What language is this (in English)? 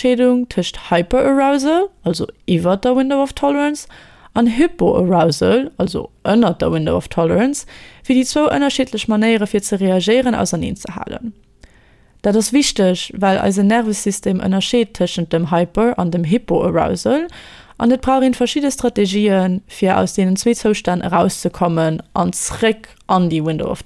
Luxembourgish